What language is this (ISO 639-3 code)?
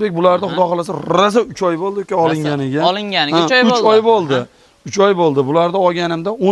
uzb